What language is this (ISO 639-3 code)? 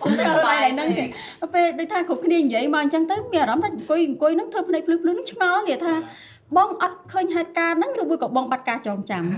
khm